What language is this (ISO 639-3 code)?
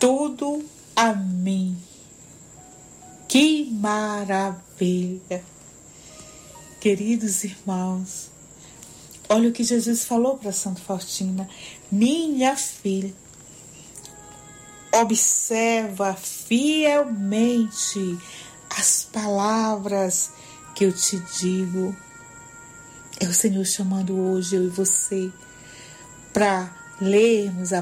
por